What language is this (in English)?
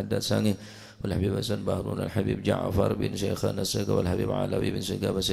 Madurese